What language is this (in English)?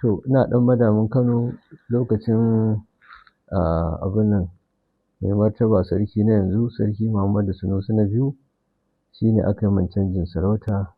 Hausa